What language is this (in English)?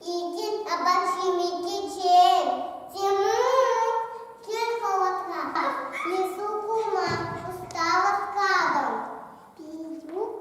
Chuvash